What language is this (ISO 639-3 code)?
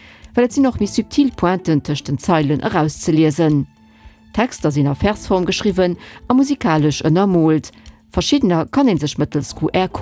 ltz